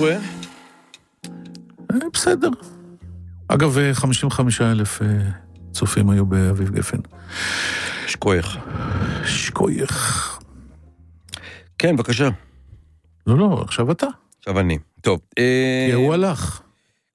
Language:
Hebrew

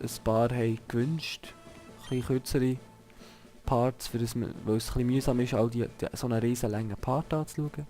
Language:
Swiss German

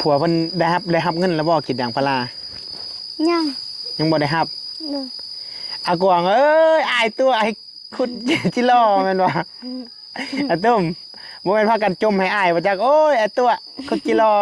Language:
Northeastern Thai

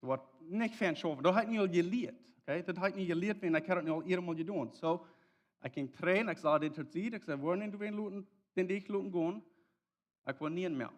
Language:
Plautdietsch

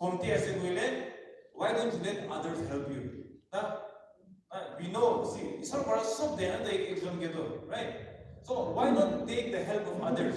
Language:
Naga Pidgin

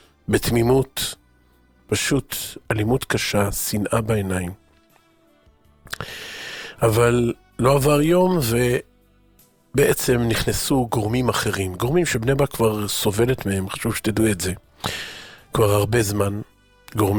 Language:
Hebrew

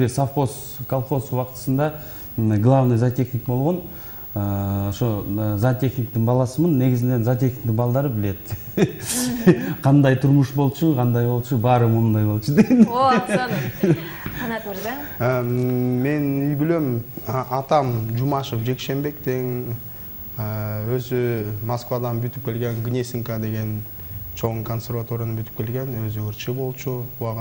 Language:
Kyrgyz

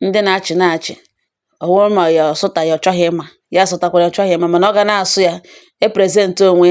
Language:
Igbo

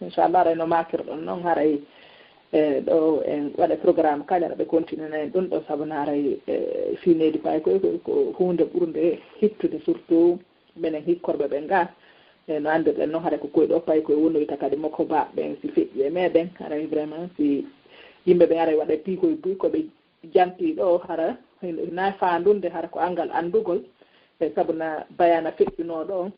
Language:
Fula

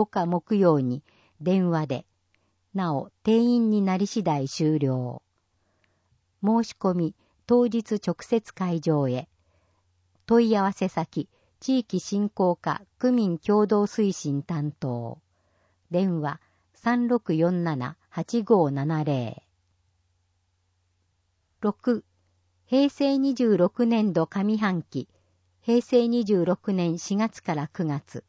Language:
Japanese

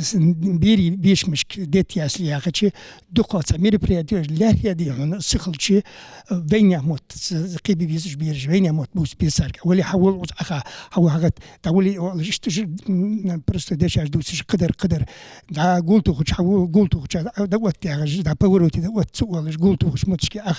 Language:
Ingush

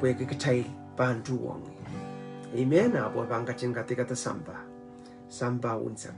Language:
Pohnpeian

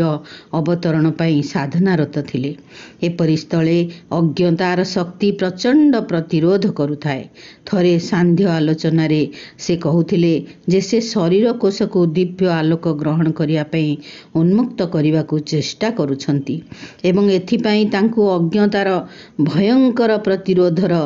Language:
Odia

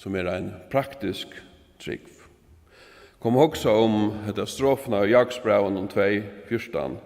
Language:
Faroese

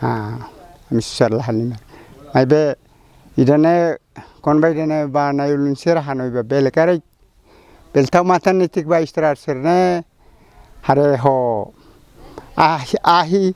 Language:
Tetum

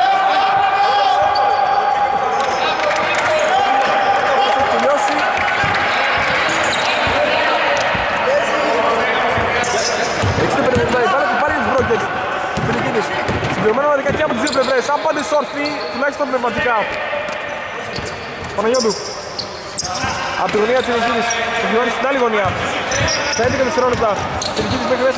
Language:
Greek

